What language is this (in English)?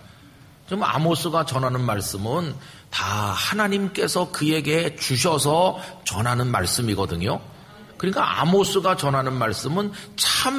Korean